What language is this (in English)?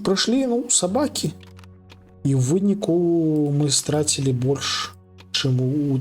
Belarusian